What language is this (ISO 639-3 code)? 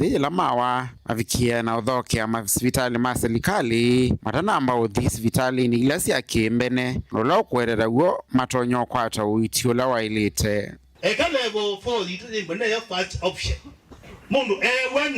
kam